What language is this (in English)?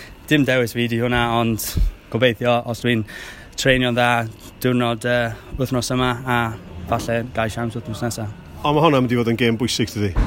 Welsh